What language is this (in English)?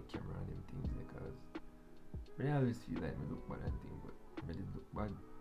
Jamaican Creole English